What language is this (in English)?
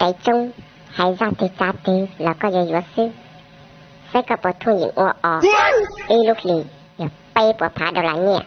Hmong